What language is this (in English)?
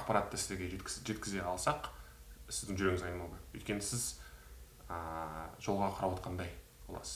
Kazakh